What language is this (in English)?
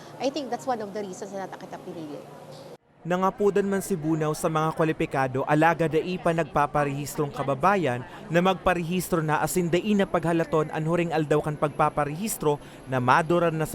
Bikol